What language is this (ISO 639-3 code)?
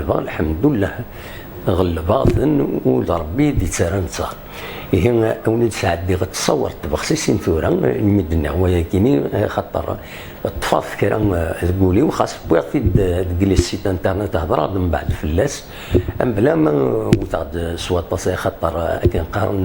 kab